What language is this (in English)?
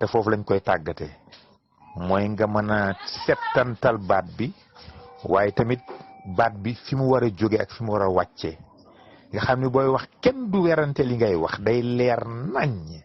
Wolof